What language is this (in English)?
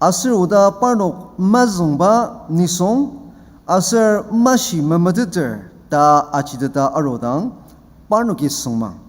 Ao Naga